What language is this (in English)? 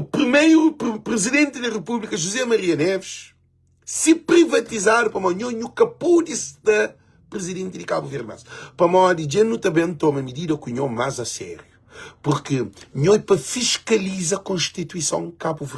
Kabuverdianu